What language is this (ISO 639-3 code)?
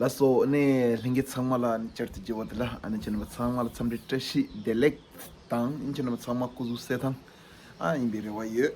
bod